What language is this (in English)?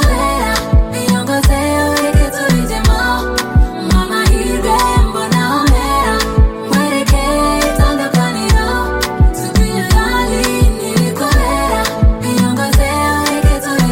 Kinyarwanda